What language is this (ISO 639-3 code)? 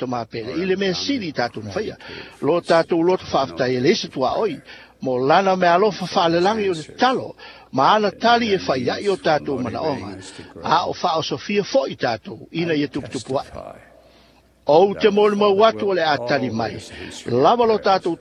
smo